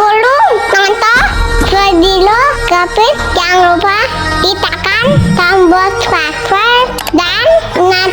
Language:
Betawi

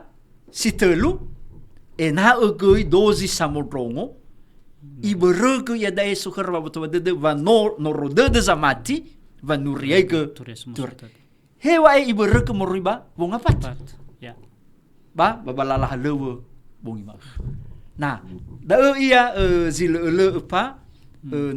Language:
Nias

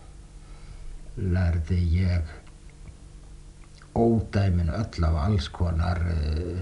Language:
Icelandic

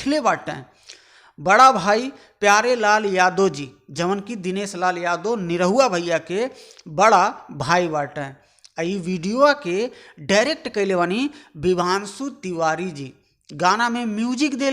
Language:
Bhojpuri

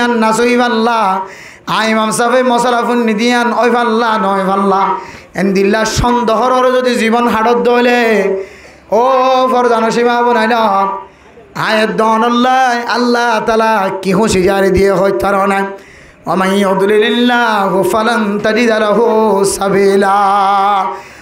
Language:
Rohingya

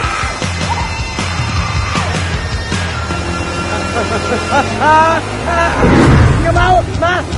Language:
Indonesian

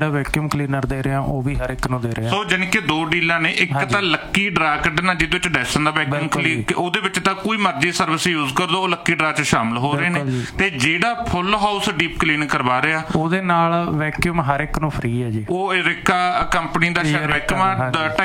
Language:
Punjabi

